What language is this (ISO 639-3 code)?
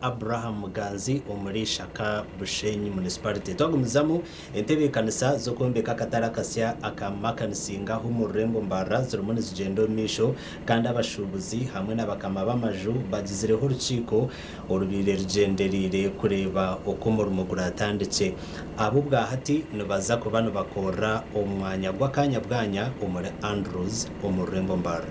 nyn